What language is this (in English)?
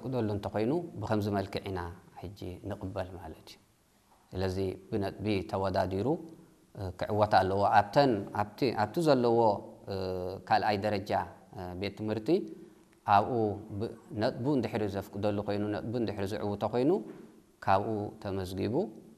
Tigrinya